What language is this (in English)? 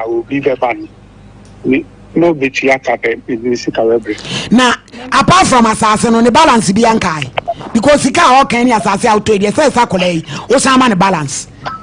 Akan